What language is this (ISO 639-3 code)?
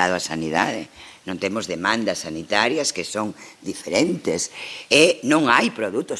glg